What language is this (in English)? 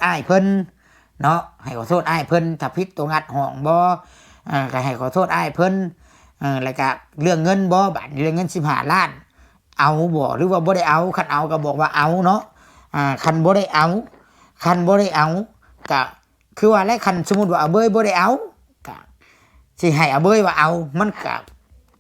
Lao